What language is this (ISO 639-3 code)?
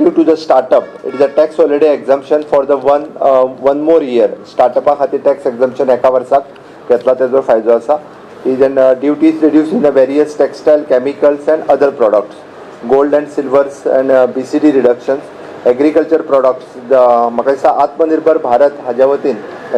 kok